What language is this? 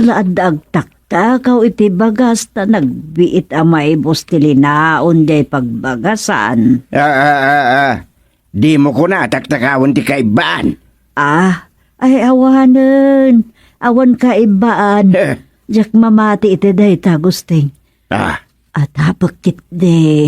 Iloko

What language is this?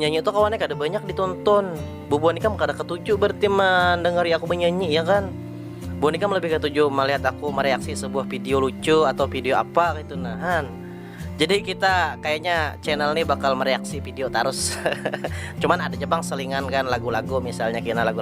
Banjar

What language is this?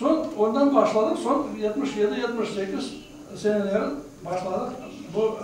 Crimean Tatar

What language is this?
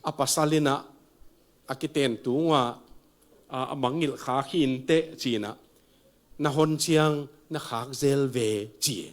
Tedim Chin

